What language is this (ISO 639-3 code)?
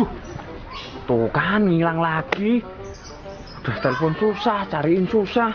bew